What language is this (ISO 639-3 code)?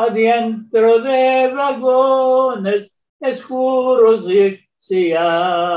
lad